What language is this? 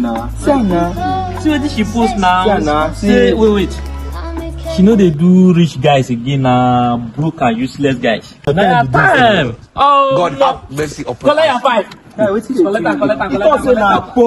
Nigerian Pidgin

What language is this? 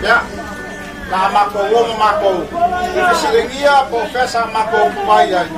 Samoan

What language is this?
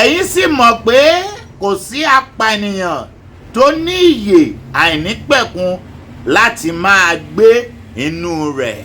Yoruba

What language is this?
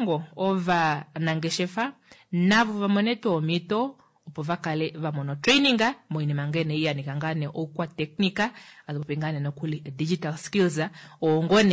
Kuanyama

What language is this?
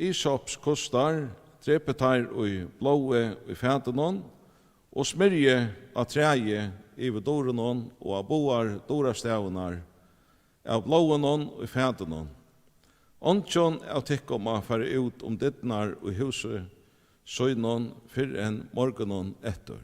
Faroese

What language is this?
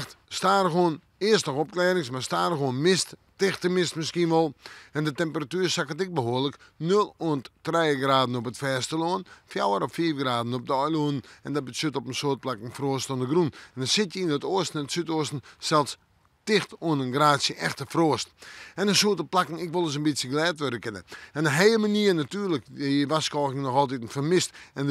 Western Frisian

